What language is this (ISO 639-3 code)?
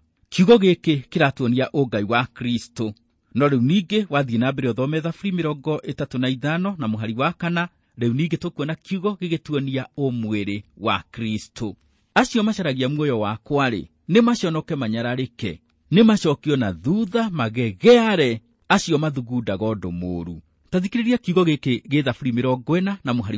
kik